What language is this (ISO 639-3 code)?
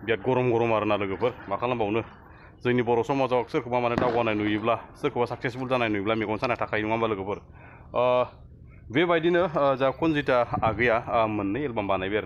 brx